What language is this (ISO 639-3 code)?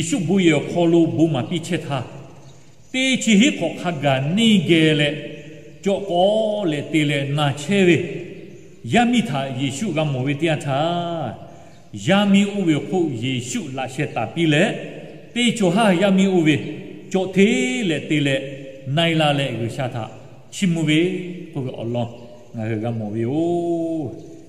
lhu